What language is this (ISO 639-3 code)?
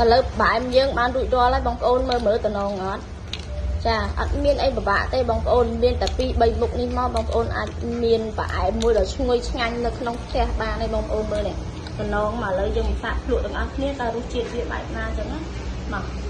khm